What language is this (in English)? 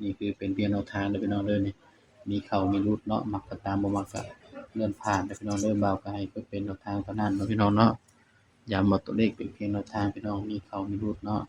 Northeastern Thai